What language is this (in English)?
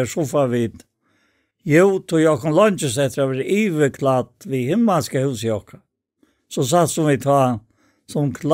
Faroese